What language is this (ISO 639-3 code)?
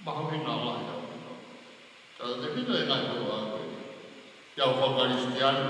ton